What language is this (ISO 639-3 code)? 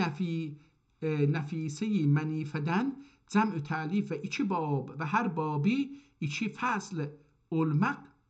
azb